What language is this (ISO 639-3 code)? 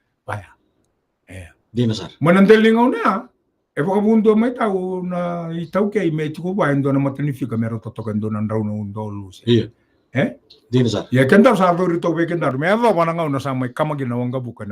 fij